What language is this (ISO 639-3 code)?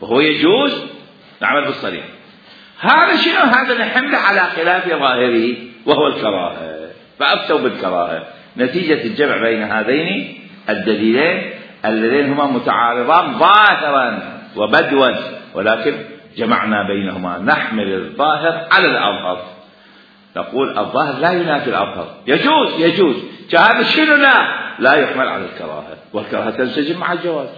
acm